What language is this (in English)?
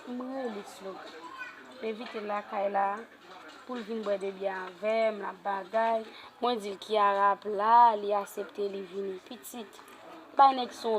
Haitian Creole